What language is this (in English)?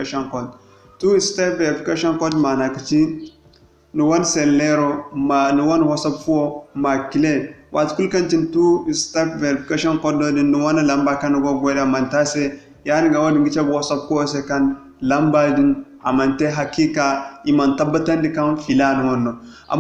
Zarma